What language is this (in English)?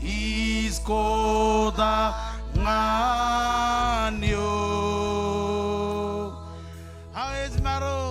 Marshallese